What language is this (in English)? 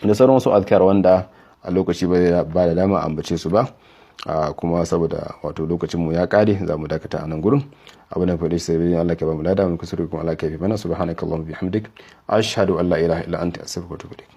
Hausa